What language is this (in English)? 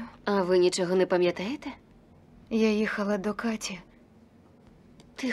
Ukrainian